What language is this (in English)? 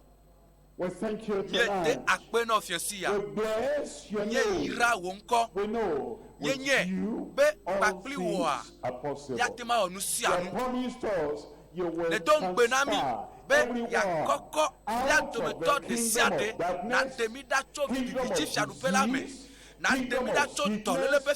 Ewe